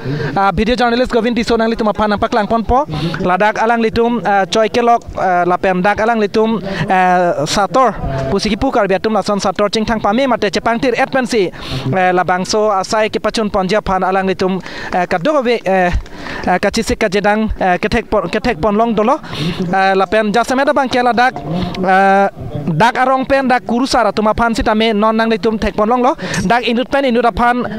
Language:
Karbi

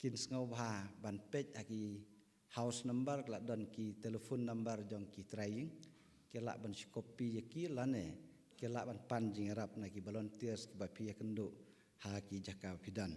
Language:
Khasi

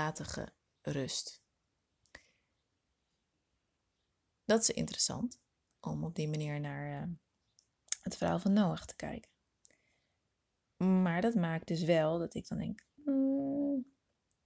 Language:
Dutch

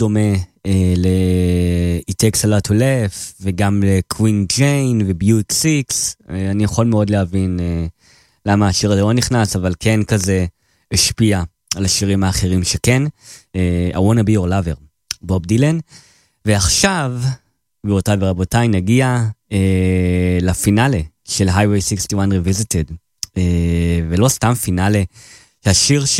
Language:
Hebrew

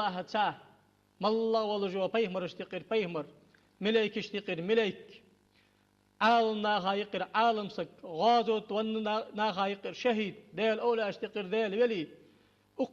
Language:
Ingush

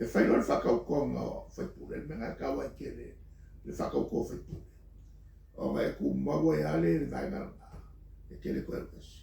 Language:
Samoan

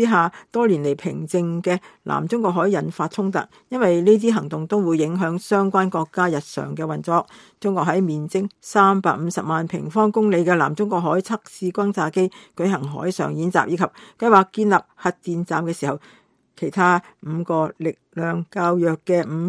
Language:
Cantonese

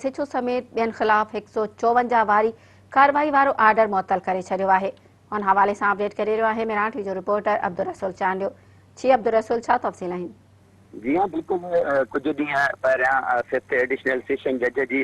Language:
Sindhi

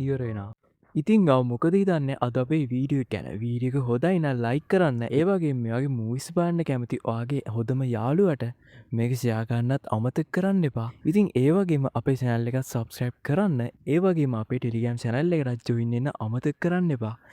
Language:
Sinhala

